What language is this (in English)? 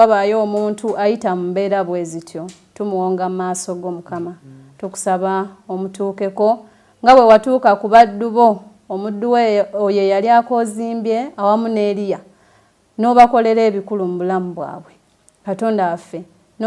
Ganda